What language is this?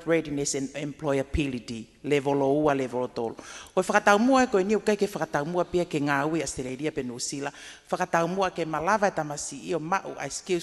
Tongan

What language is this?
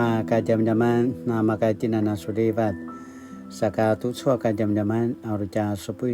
Paiwan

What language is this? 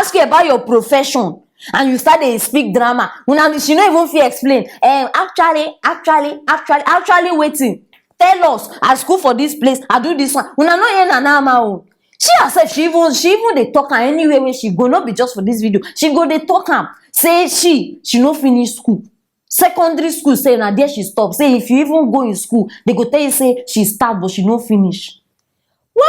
Nigerian Pidgin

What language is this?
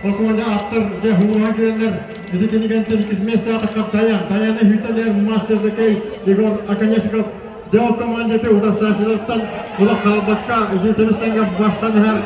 Yakut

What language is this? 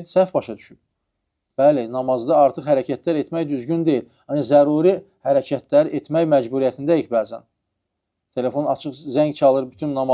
Azerbaijani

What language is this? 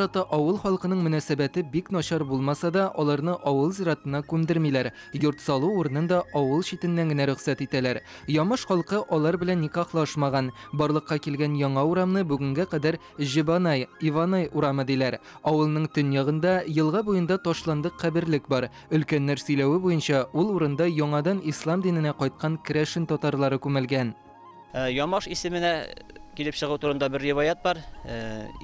Tatar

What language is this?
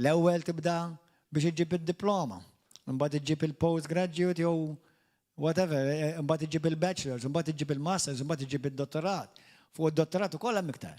Maltese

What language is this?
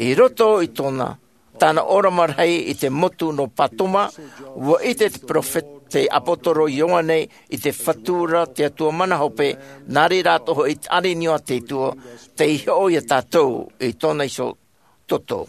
Tahitian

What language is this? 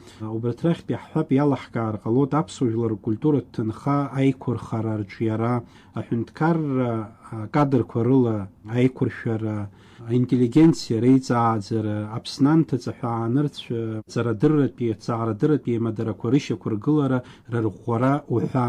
Abkhazian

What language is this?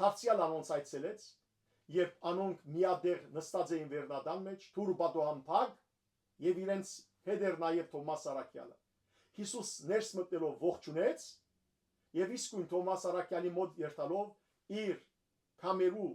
Western Armenian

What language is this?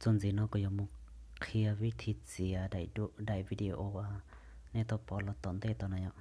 Hmong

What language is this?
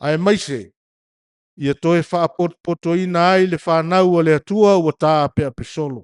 Samoan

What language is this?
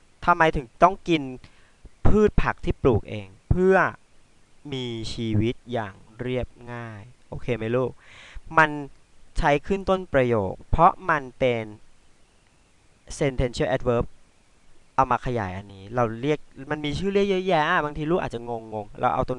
Thai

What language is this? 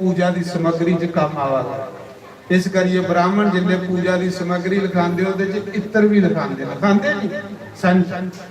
Dogri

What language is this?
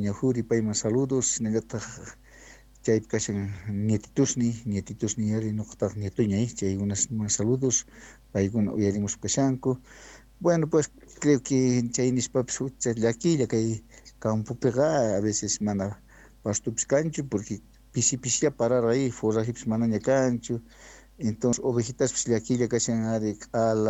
South Bolivian Quechua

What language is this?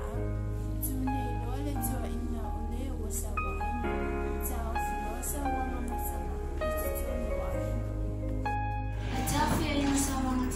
Samoan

